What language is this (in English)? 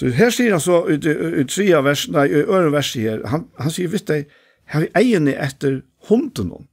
Faroese